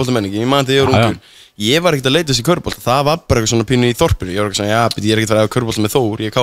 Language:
Icelandic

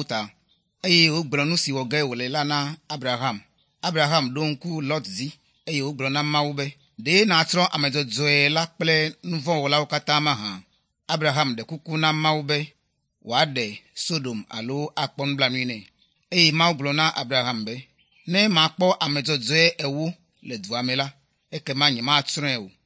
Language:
Ewe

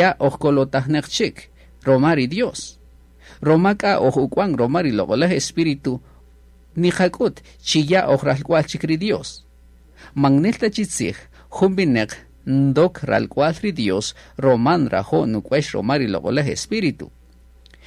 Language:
Kaqchikel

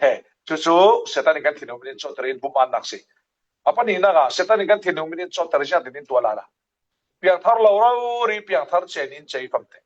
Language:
Falam Chin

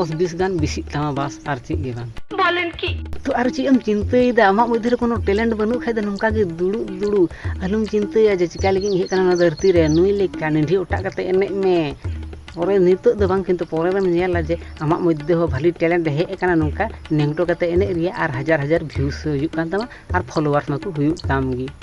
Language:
Santali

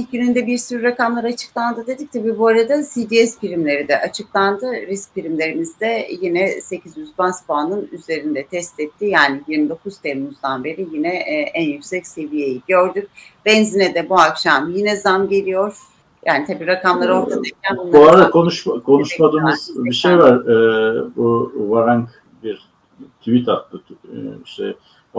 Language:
Turkish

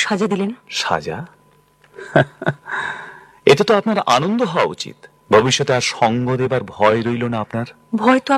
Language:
Bangla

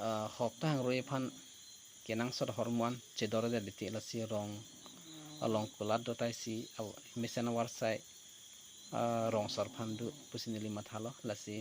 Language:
Karbi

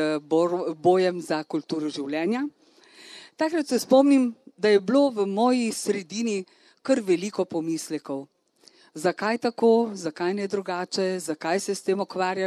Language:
Slovenian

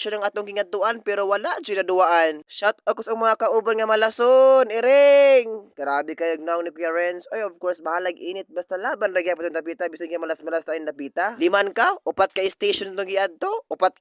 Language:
Cebuano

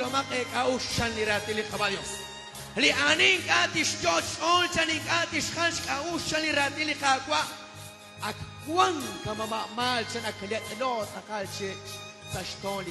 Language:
Kekchí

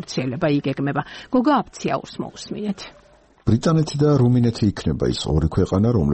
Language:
Georgian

